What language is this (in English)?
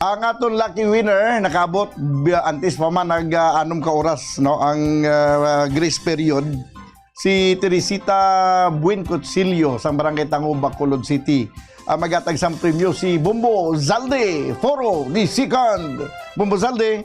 Hiligaynon